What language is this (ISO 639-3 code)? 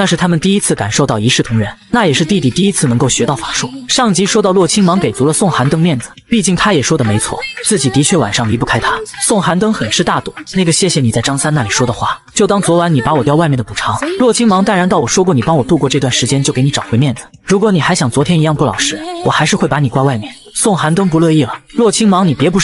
zho